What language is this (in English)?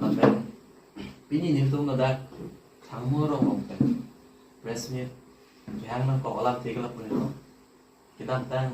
Karbi